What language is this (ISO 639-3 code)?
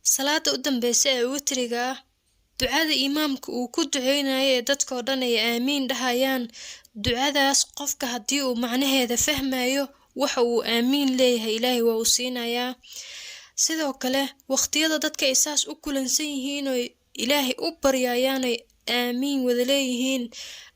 som